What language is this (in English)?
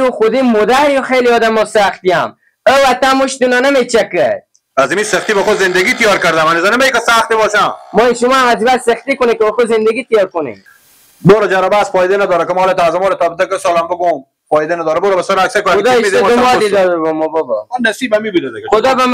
Hazaragi